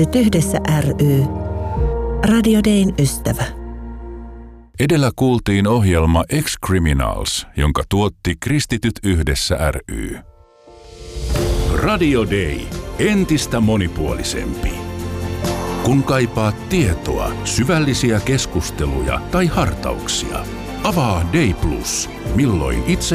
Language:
Finnish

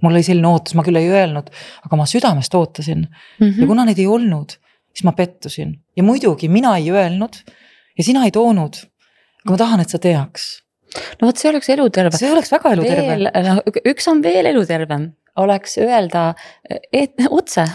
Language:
Estonian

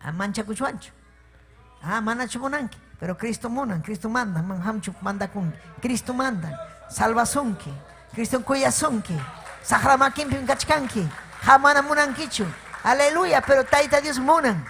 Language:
Ayacucho Quechua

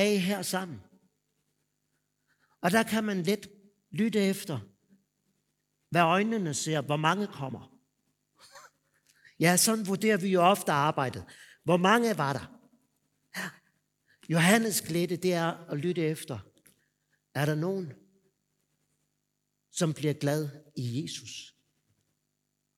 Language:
Danish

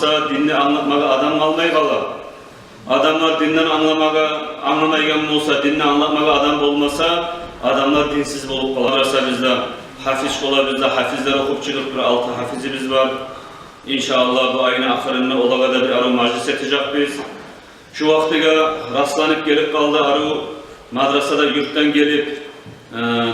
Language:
Kumyk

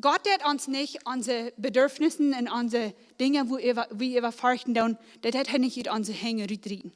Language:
Plautdietsch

